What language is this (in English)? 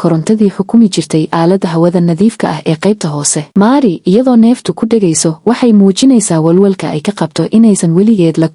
Somali